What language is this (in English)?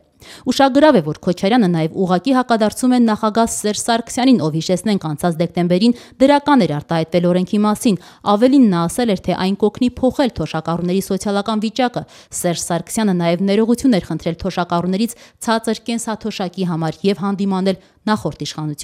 Armenian